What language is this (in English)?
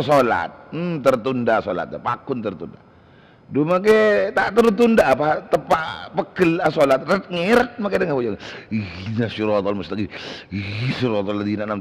Madurese